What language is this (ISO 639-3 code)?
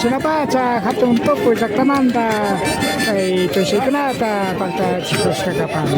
qvi